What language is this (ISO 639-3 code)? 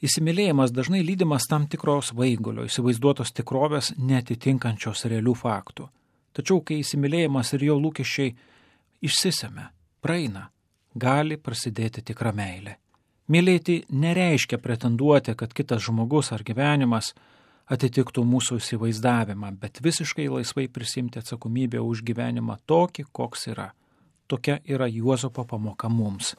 lit